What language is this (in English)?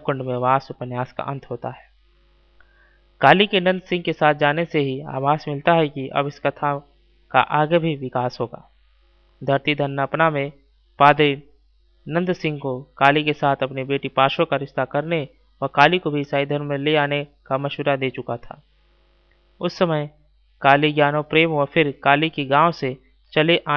Hindi